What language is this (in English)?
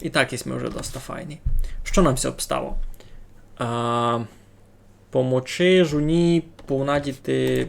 Rusyn